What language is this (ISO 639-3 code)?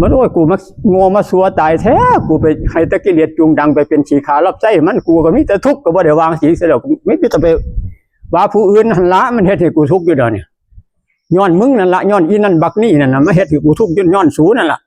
tts